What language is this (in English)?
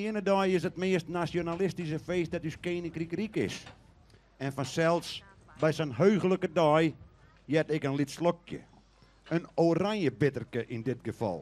Western Frisian